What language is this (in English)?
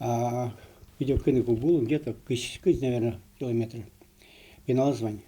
Udmurt